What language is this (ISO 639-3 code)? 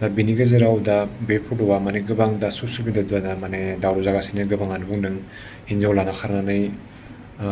brx